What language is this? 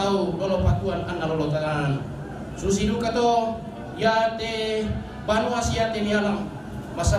Toraja-Sa'dan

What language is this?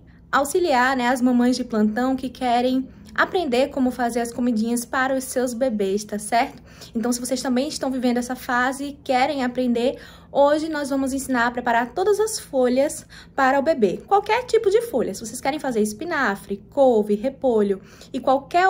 Portuguese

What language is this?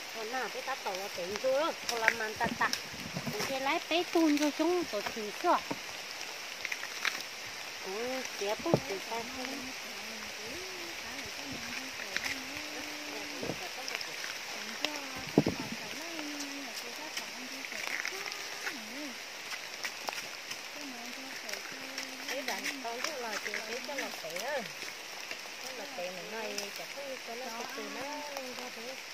Vietnamese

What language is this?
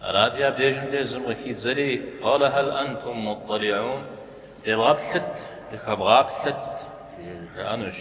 Kabardian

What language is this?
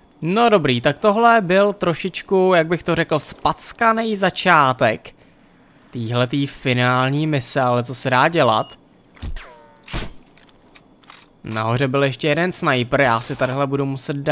Czech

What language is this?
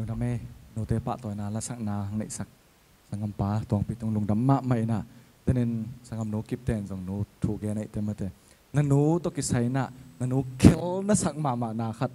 Tedim Chin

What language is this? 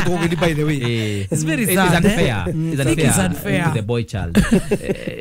Kikuyu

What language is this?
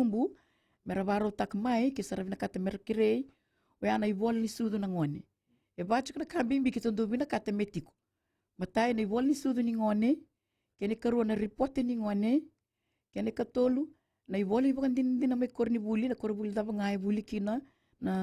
Fijian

